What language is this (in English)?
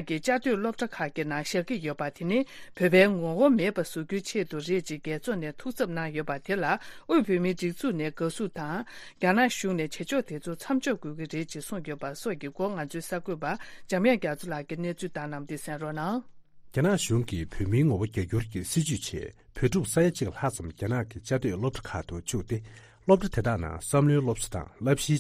Tibetan